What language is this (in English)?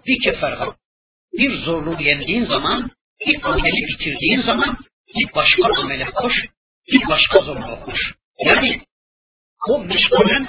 Turkish